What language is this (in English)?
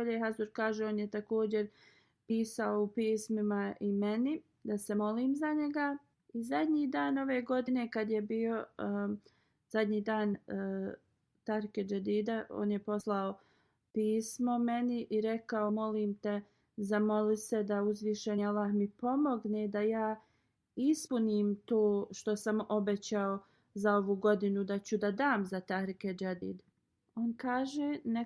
Bosnian